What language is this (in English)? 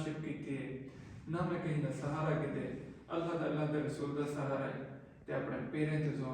Saraiki